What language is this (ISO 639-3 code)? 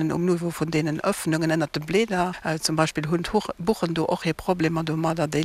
ltz